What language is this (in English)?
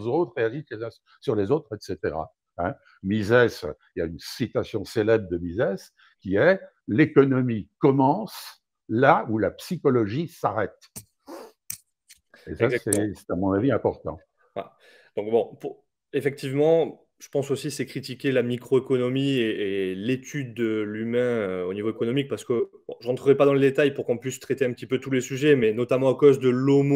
French